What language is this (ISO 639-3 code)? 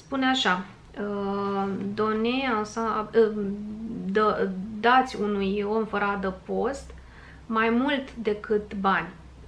ron